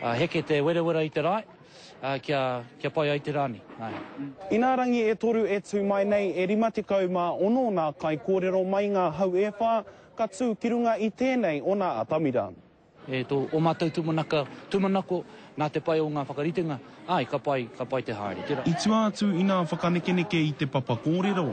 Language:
Māori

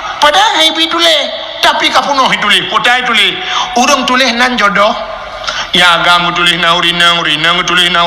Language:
Achinese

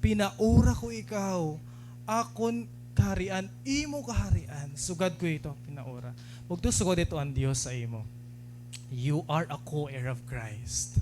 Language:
Waray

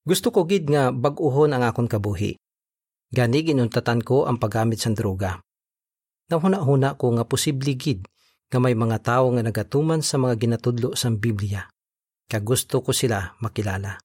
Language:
Hiligaynon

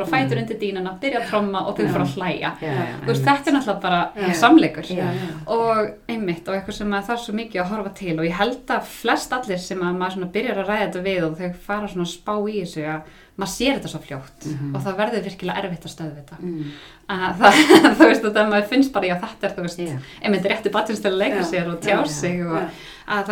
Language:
Icelandic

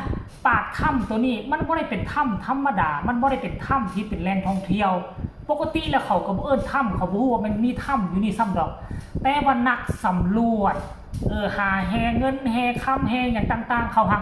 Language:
Northeastern Thai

